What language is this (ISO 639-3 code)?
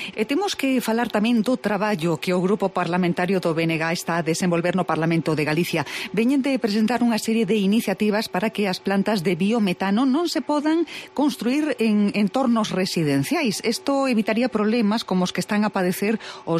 glg